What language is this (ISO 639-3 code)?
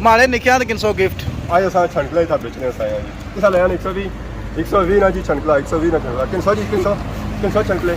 phr